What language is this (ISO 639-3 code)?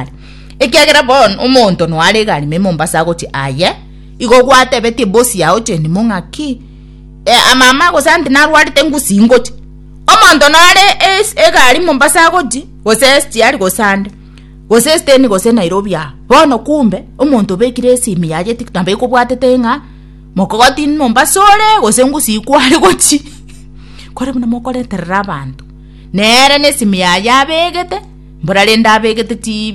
guz